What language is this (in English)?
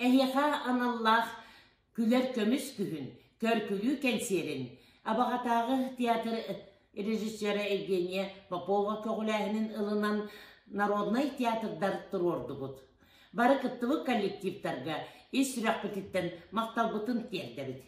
Yakut